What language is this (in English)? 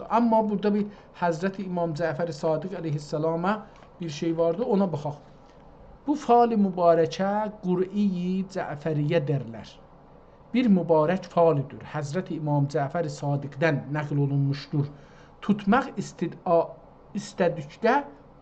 South Azerbaijani